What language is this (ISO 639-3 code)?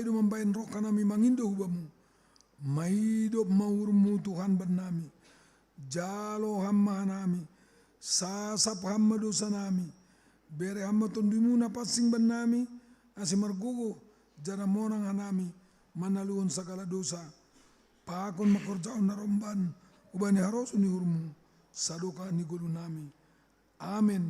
bts